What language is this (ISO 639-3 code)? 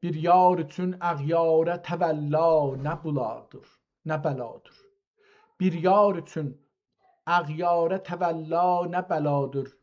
azb